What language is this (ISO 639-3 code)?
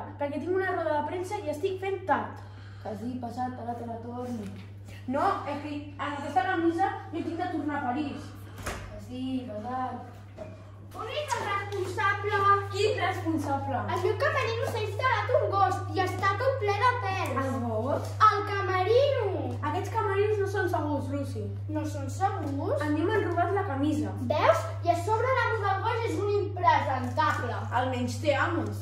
cat